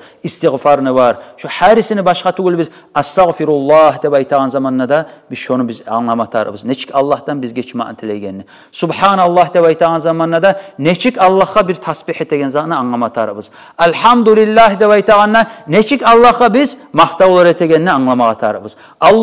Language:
Kumyk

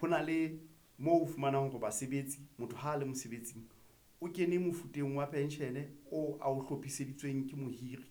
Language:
Southern Sotho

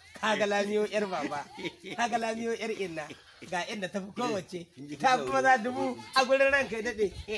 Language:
Hausa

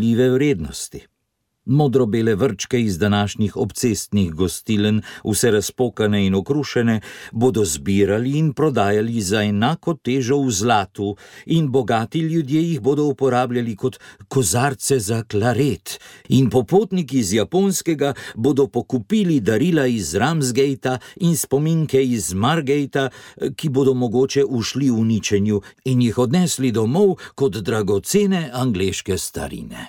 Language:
Slovenian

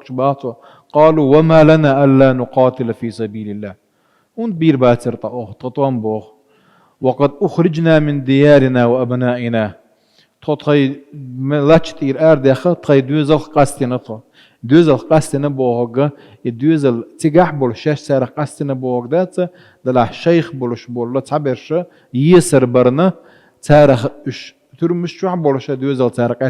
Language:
Chechen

